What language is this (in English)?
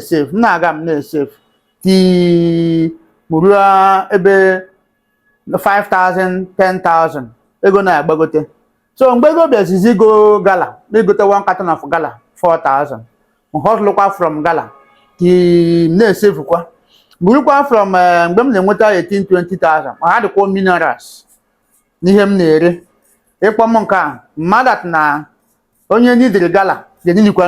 Igbo